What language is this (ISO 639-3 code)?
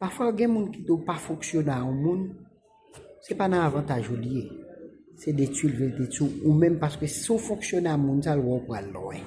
hat